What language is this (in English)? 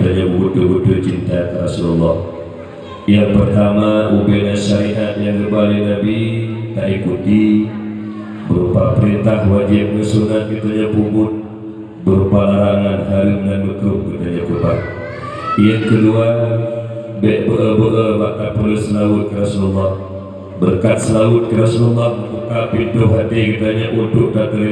Achinese